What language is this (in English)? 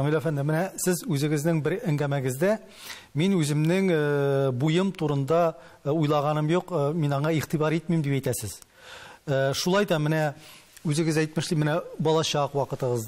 Tatar